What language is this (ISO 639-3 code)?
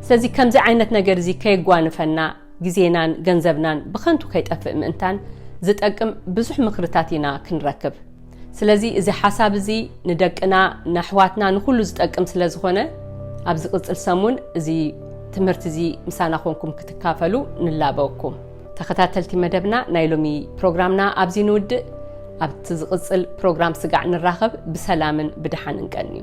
tir